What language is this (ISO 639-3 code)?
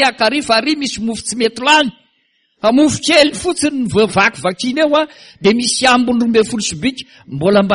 mlg